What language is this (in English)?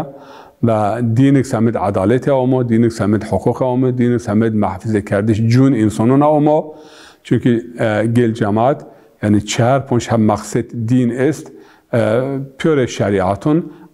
Zaza